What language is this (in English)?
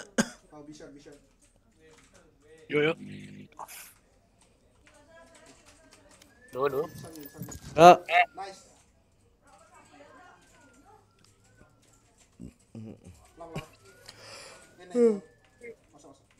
Indonesian